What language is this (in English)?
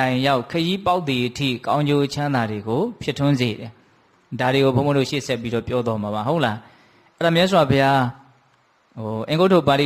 Burmese